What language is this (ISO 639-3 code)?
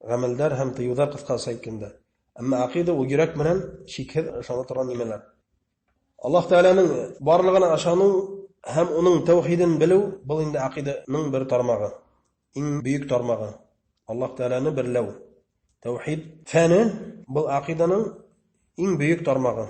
bak